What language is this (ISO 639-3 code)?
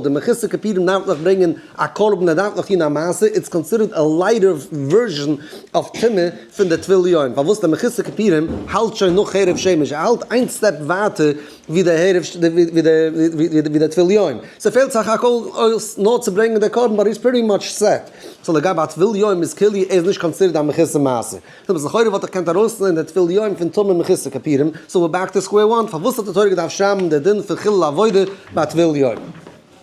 yid